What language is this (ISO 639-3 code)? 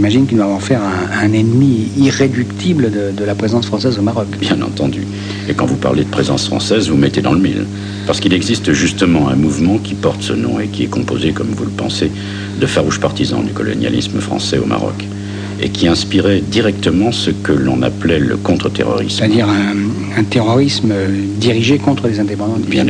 fra